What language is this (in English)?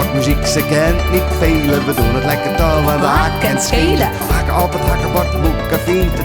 Western Frisian